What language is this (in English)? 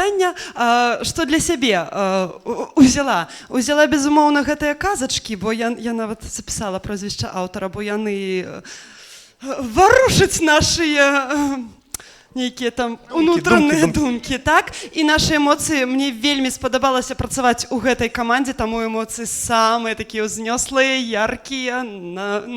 Belarusian